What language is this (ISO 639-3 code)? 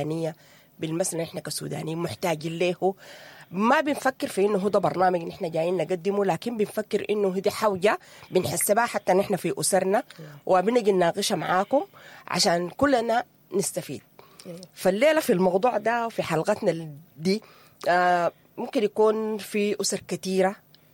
apd